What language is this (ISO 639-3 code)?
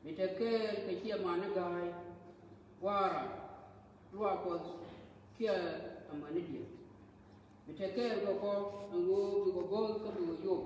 nus